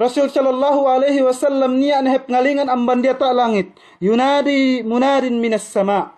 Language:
Yakan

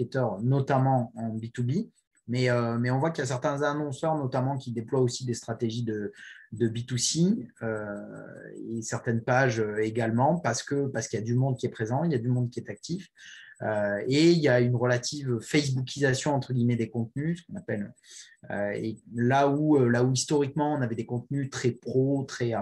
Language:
French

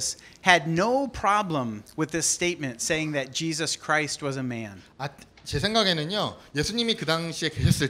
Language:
Korean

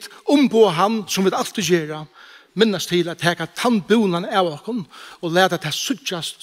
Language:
Faroese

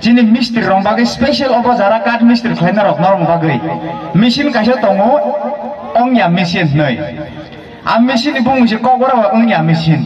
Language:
Kok Borok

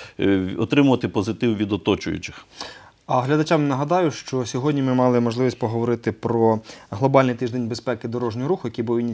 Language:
Ukrainian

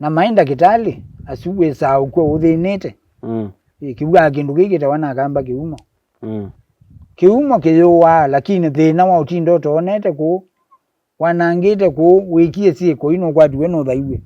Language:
Kamba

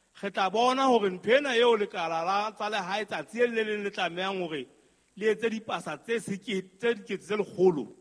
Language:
Southern Sotho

